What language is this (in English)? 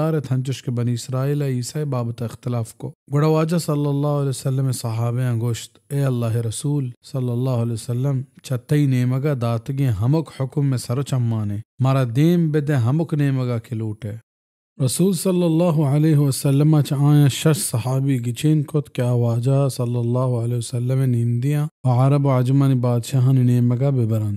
Baluchi